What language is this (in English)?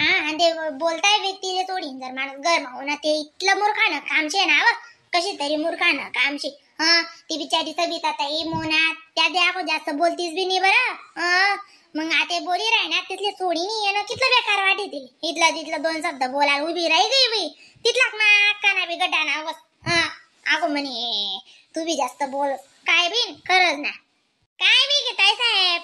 Khandesi